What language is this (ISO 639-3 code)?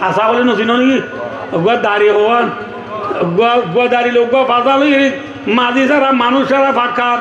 rhg